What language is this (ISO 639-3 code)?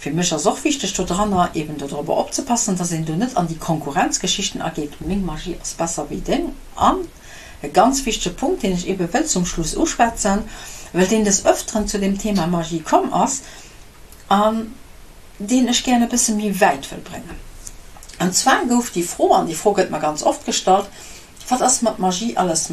ltz